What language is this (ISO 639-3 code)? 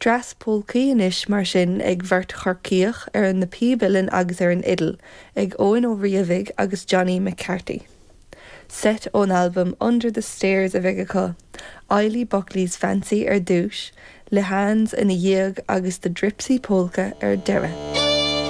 gle